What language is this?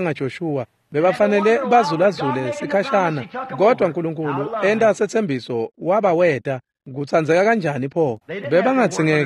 Swati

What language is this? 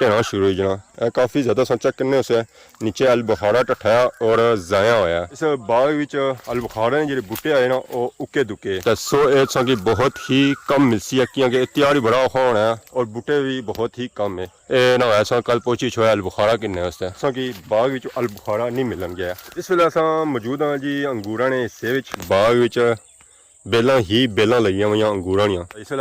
Pahari-Potwari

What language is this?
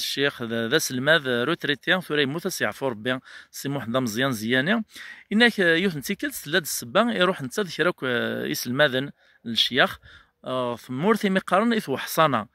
Kabyle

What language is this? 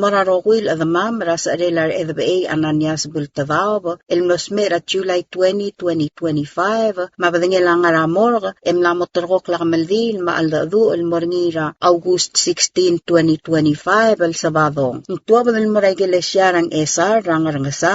Palauan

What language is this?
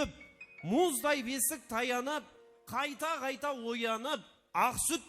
Kara-Kalpak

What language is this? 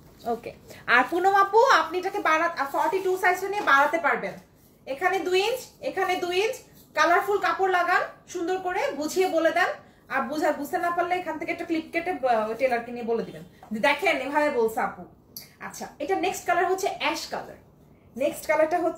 Bangla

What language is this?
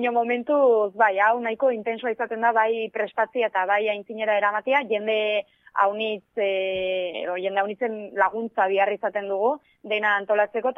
Basque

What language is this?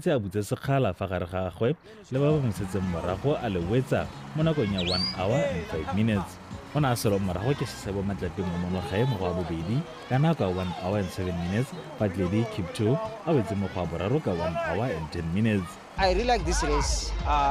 Tswana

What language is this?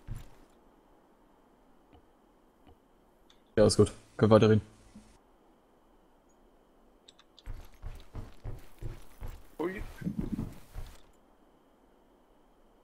German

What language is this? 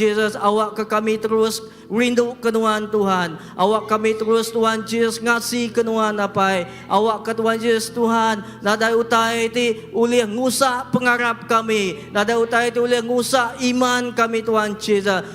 Iban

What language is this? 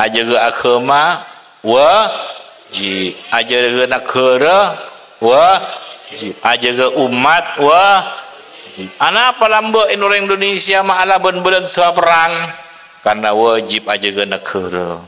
Madurese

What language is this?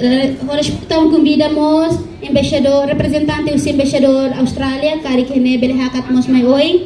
Tetum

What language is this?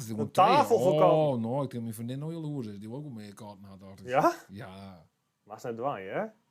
Western Frisian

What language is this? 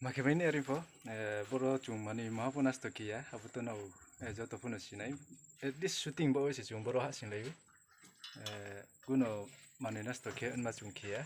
Riang (India)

